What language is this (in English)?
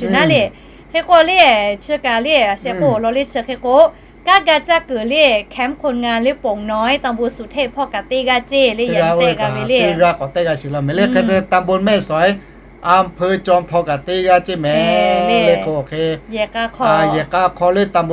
Lahu